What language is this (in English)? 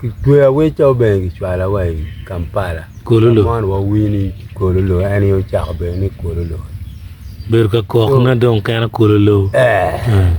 Acoli